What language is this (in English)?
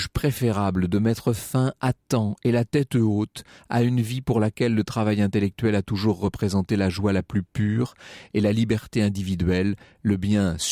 French